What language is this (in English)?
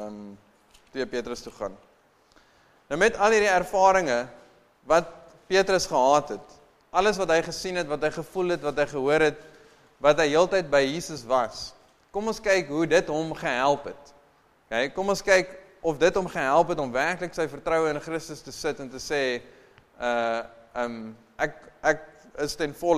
Afrikaans